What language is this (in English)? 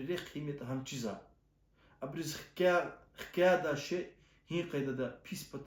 Lezghian